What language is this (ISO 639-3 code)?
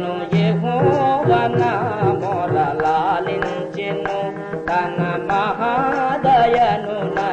tel